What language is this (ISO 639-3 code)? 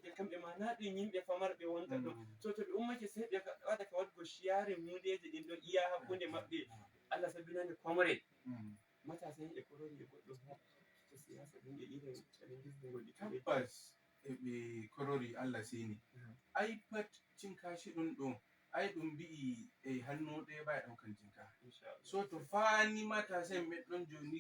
ful